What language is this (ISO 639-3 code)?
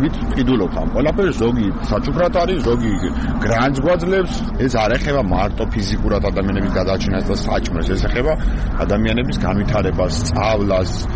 kat